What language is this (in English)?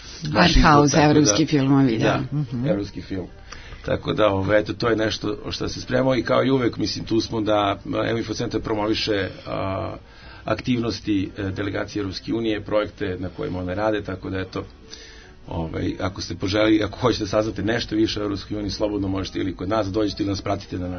Serbian